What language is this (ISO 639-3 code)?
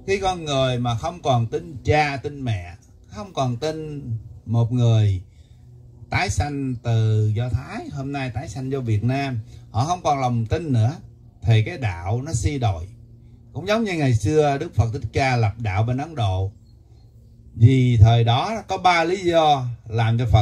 vie